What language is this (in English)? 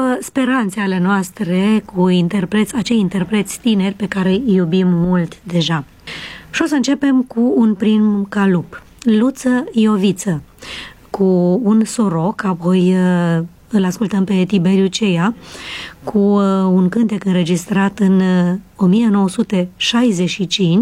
Romanian